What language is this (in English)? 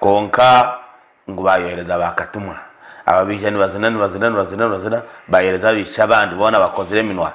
Nyankole